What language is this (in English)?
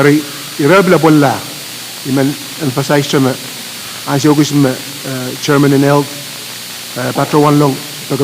Pohnpeian